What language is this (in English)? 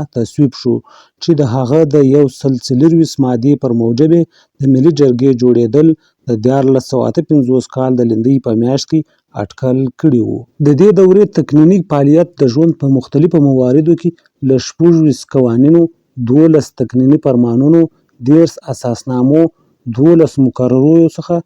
Pashto